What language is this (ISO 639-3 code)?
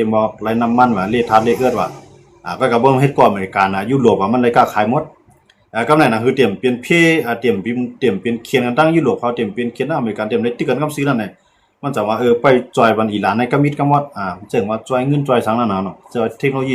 shn